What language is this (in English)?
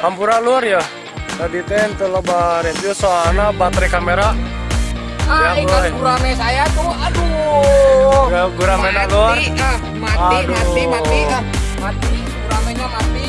Sundanese